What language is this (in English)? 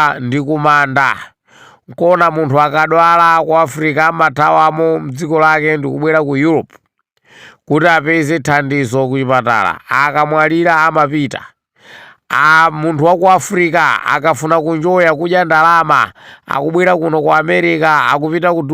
Nyanja